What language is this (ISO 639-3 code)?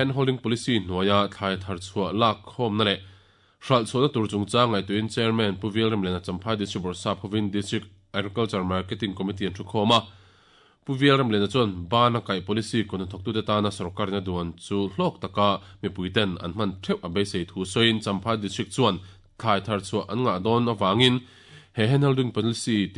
lus